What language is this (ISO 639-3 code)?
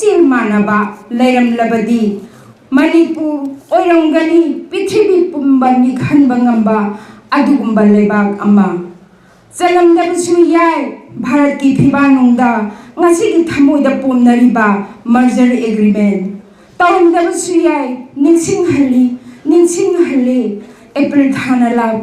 mni